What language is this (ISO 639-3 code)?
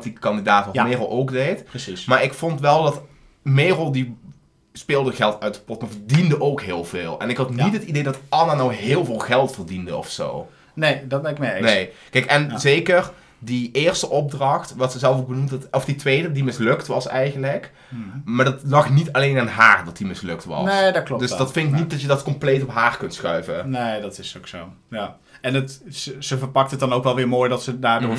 nld